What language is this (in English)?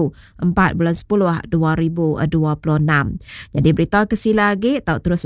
Iban